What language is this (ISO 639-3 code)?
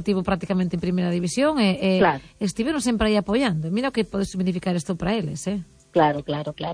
glg